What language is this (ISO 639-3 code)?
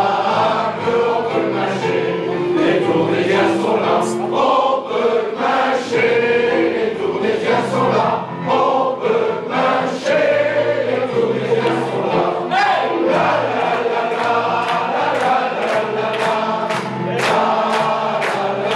pcd